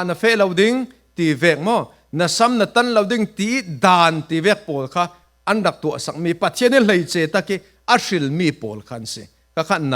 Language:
Falam Chin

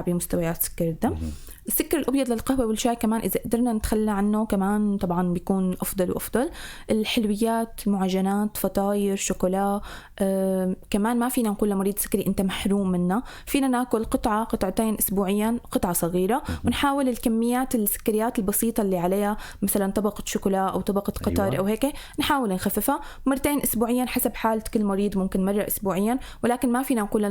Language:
North Levantine Arabic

